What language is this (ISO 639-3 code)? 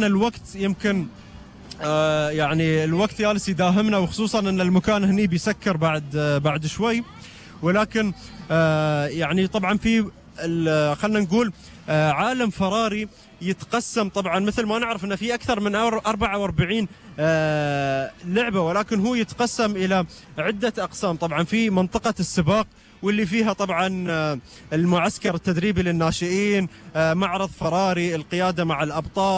afb